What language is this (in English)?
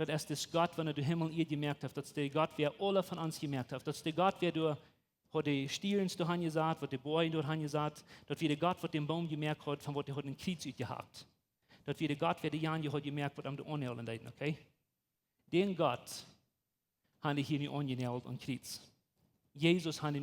Plautdietsch